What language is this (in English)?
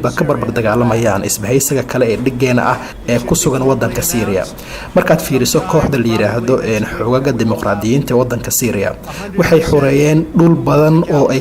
Somali